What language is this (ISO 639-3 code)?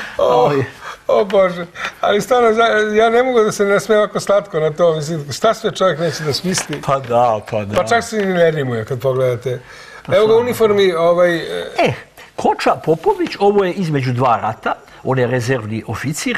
srp